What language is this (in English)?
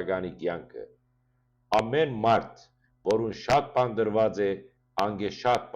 Western Armenian